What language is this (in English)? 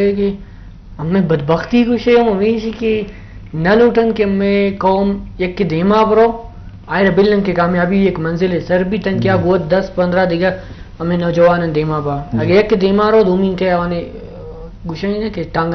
Eastern Balochi